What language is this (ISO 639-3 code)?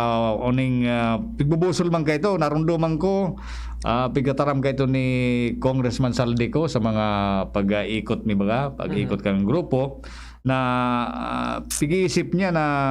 bik